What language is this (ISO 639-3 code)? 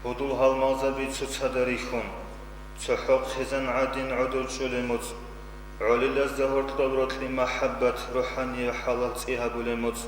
ava